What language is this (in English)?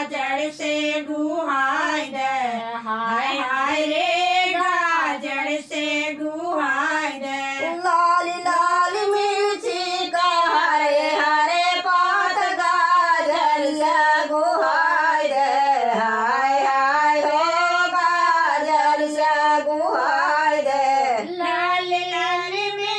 Bhojpuri